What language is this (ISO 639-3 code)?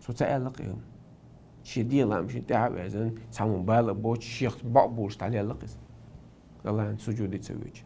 che